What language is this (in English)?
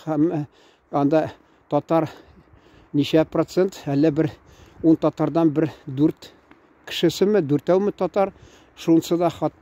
Tatar